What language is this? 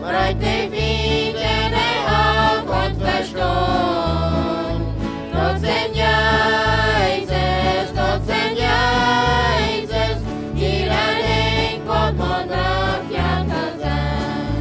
Plautdietsch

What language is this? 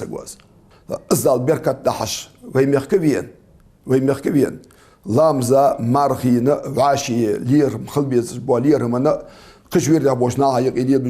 Ingush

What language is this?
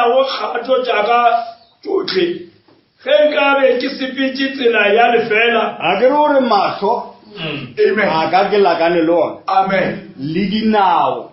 Northern Sotho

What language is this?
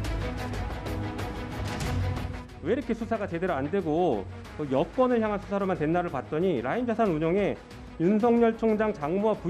Korean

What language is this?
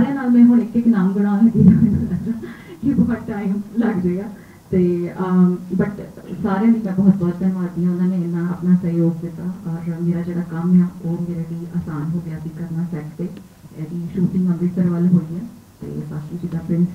Punjabi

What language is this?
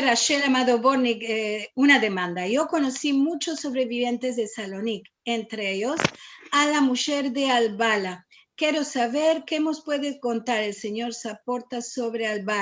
Ladino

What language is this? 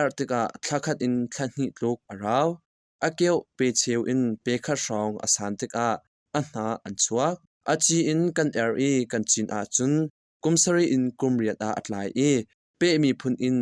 Hakha Chin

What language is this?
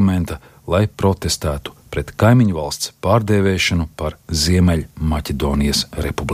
Latvian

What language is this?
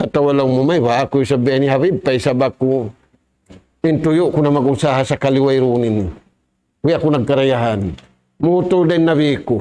Tausug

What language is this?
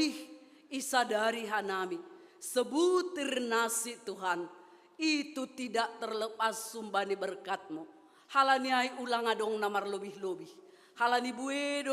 Batak Simalungun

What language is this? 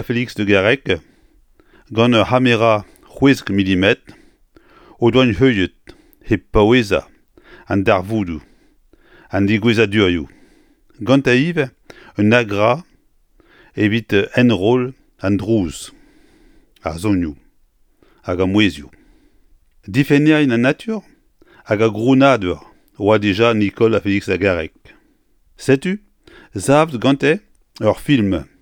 Breton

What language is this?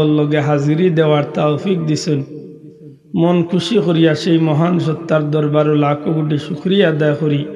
Sylheti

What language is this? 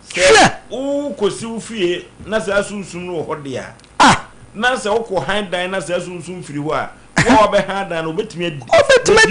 Akan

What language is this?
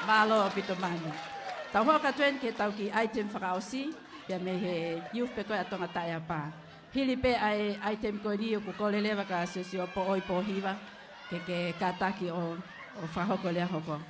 Tongan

